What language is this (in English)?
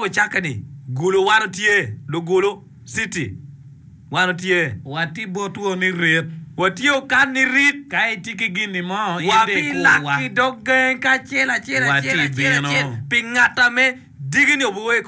Acoli